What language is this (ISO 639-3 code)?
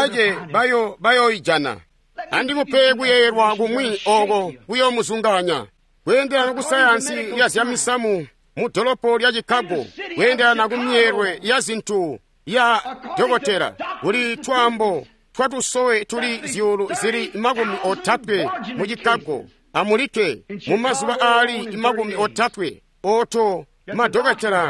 toi